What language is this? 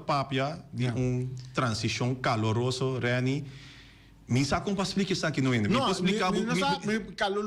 Papiamento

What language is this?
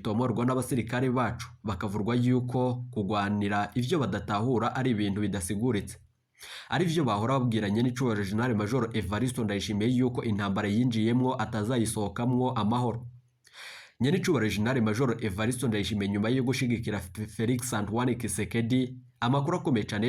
Rundi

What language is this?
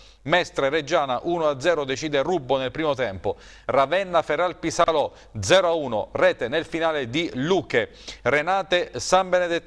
Italian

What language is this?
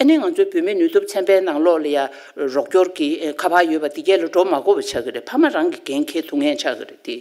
Tibetan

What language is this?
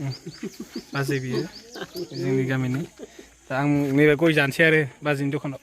Bodo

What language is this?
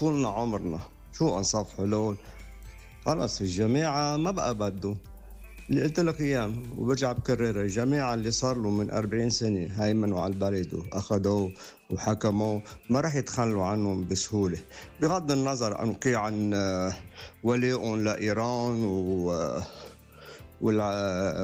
North Levantine Arabic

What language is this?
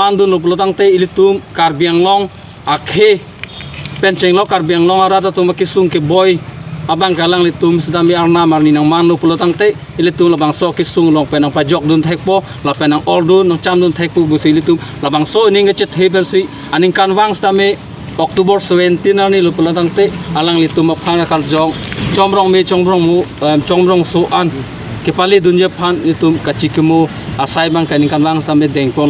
Karbi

